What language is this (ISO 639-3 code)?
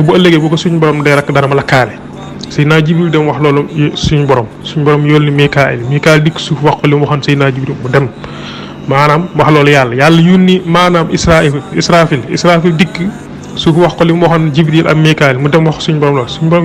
wol